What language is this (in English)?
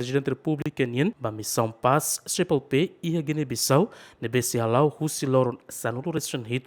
Tetum